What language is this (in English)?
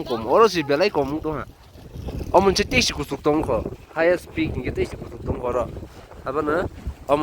Kok Borok